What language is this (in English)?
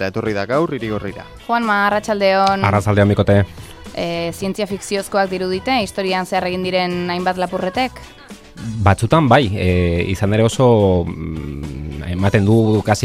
Basque